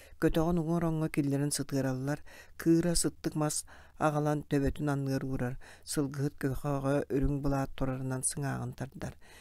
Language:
Yakut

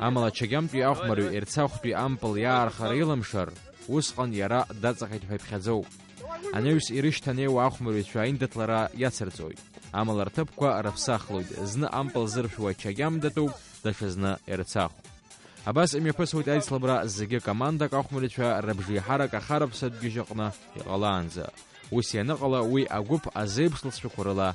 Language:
Abkhazian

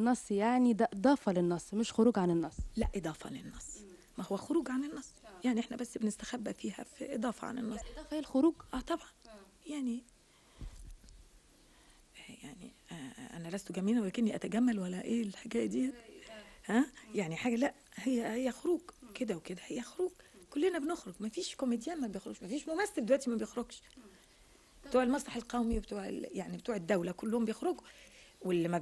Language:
Egyptian Arabic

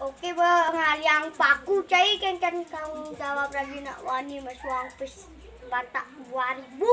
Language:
Balinese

